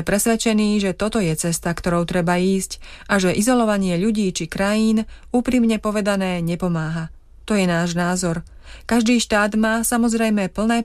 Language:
Slovak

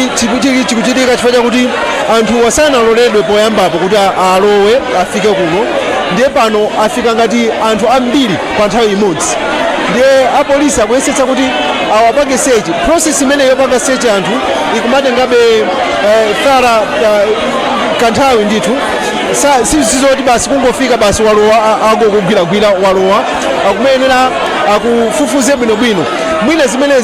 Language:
Nyanja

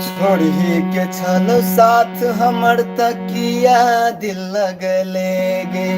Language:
Maithili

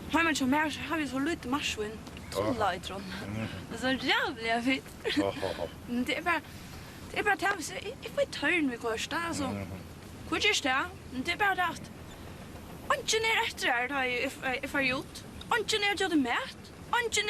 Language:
Faroese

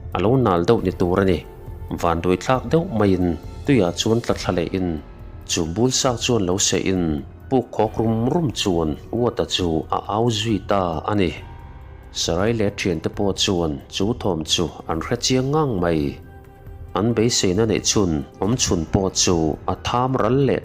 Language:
Mizo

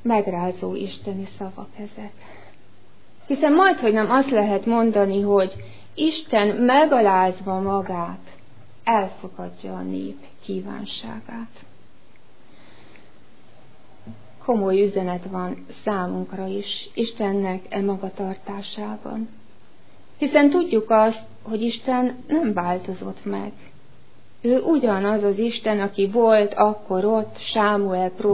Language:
Hungarian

